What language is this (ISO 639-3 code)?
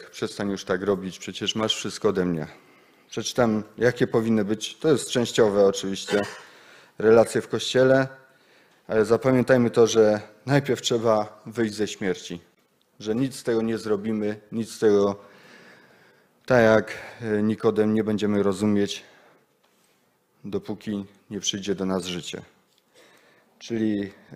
pol